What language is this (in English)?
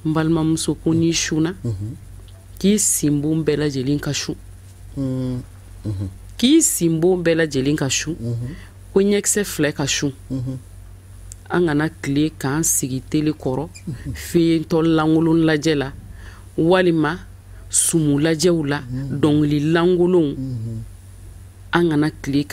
Bambara